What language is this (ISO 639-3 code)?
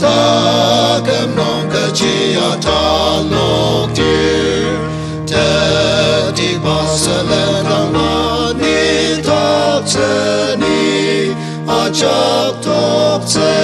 njo